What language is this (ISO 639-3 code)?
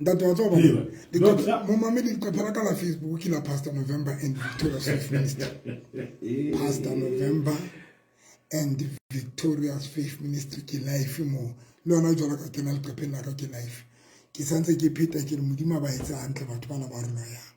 sot